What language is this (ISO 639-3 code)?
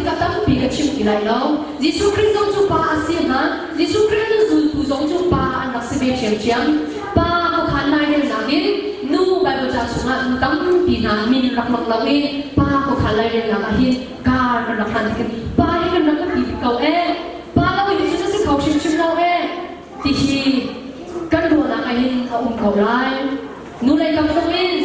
cnh